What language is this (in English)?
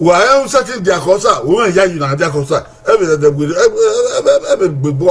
Bini